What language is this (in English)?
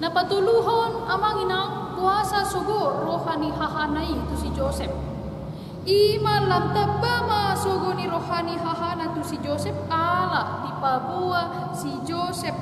Batak Toba